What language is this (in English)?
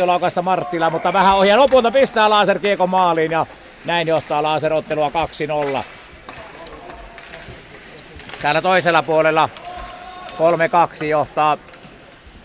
Finnish